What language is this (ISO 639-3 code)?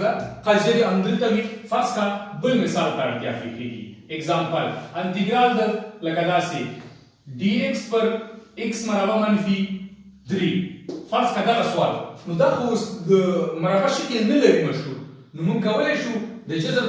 pus